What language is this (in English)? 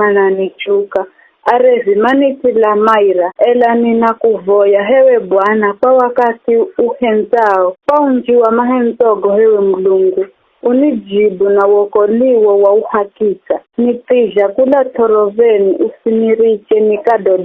Giryama